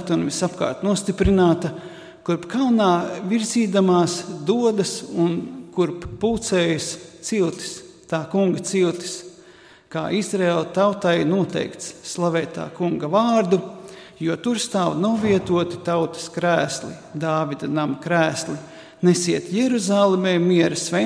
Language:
Latvian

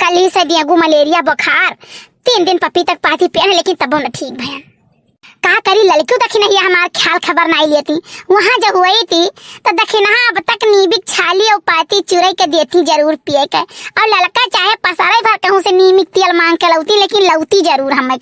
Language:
Awadhi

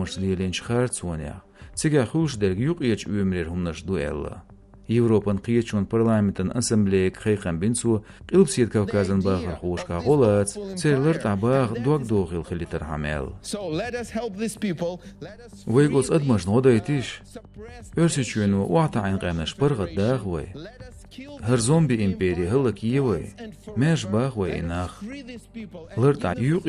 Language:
Chechen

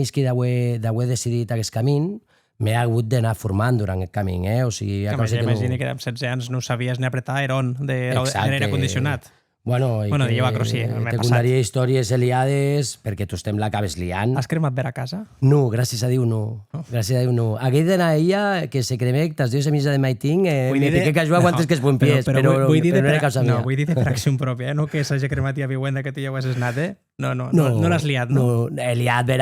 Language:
Occitan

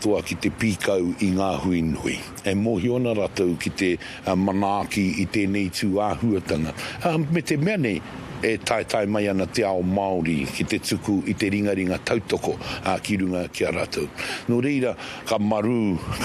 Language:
Māori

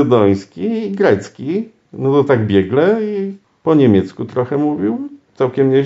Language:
Polish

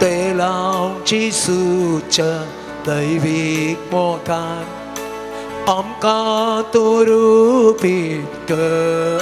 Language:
Konkani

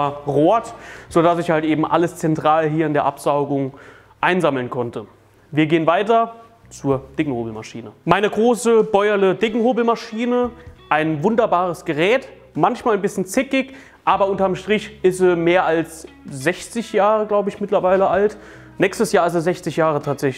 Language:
German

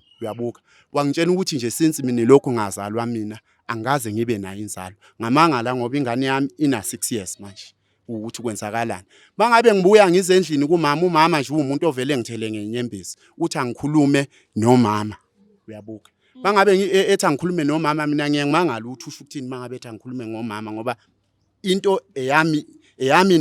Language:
Zulu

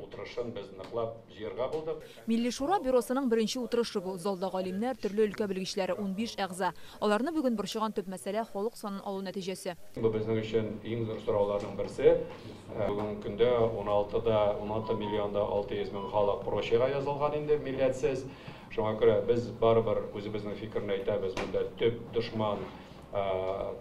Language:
Tatar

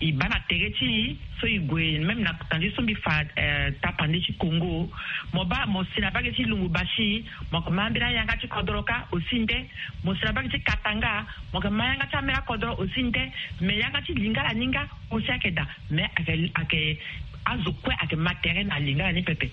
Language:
Sango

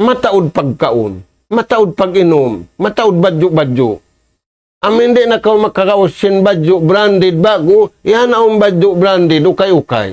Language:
Tausug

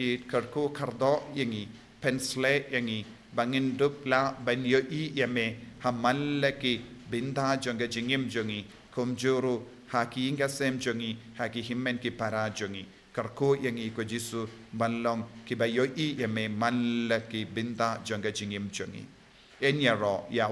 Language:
Khasi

